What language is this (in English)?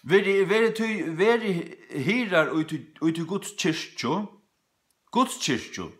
Faroese